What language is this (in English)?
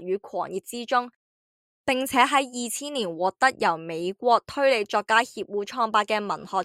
Cantonese